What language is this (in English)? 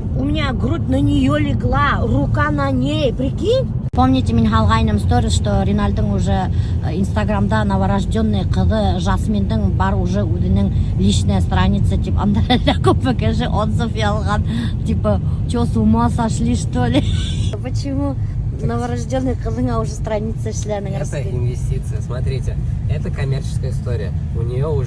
Bashkir